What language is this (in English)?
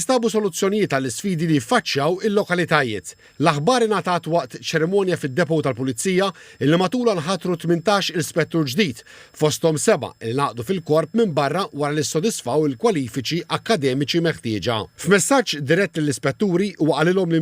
Maltese